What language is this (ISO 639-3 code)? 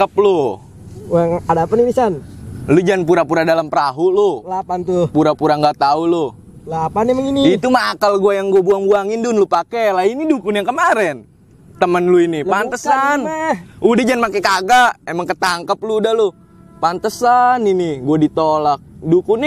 bew